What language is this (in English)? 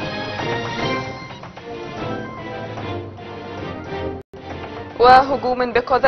Arabic